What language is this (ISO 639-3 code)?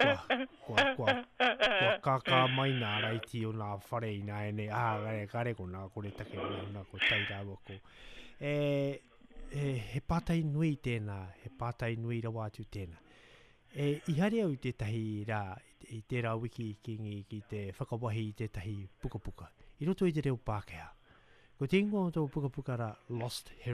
mri